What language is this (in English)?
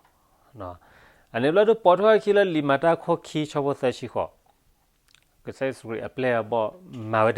S'gaw Karen